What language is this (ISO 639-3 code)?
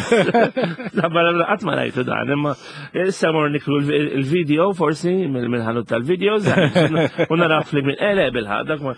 mlt